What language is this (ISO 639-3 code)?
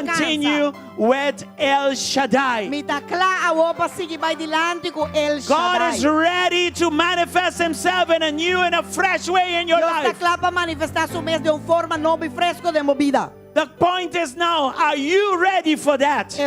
pap